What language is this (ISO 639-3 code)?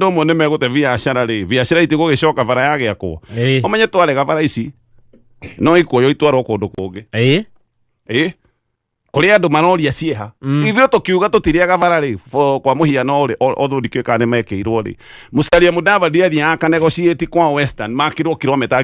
kik